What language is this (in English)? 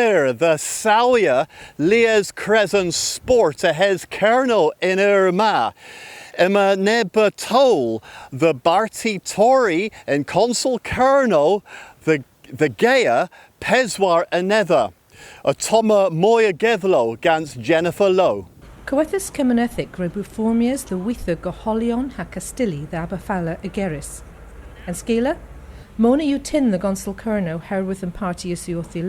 Cornish